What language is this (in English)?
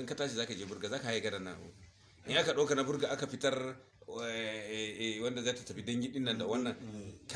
Hausa